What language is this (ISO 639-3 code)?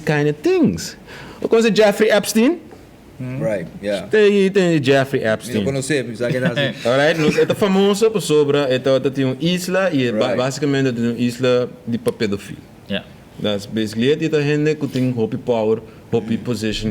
pap